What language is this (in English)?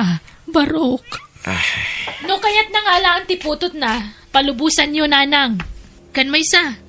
Iloko